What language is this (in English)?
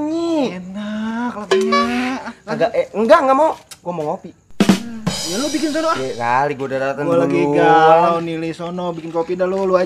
Betawi